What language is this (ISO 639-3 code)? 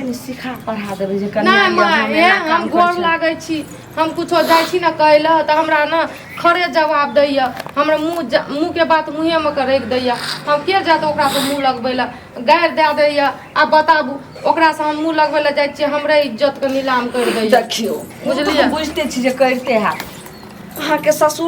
mai